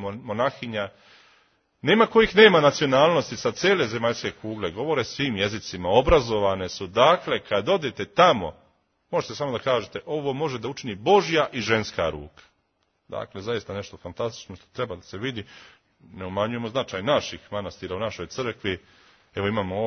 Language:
Serbian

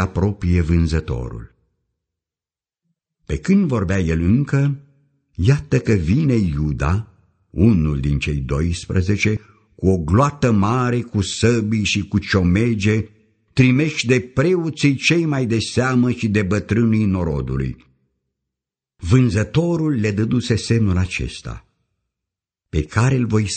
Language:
Romanian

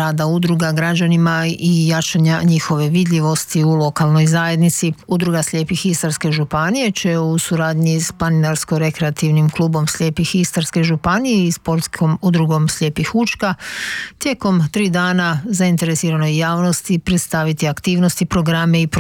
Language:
Croatian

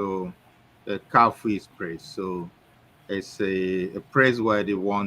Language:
Ewe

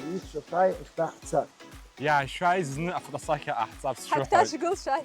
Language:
Abkhazian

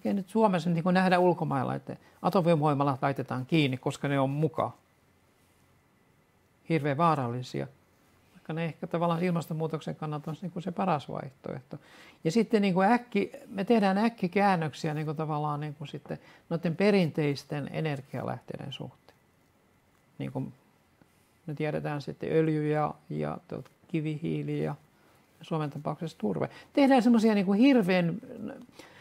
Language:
Finnish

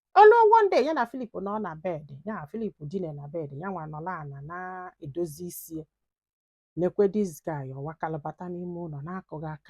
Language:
Igbo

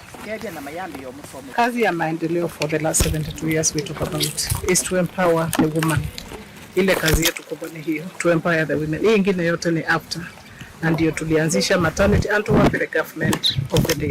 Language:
Kamba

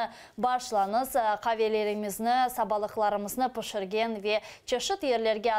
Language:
Crimean Tatar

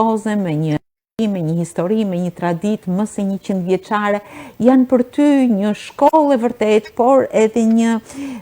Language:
Albanian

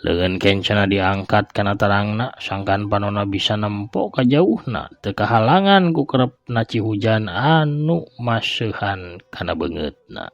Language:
Sundanese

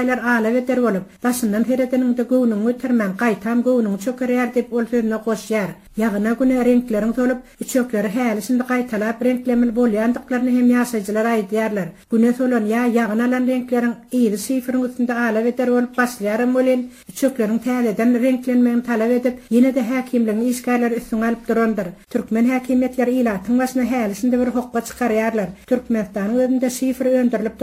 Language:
Turkmen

